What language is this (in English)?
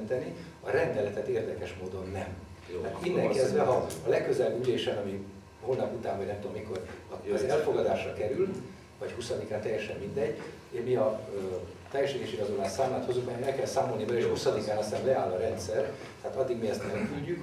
Hungarian